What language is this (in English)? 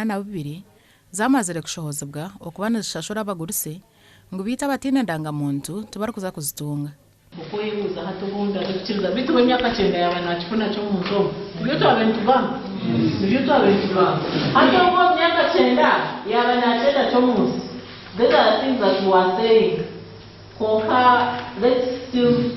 Nyankole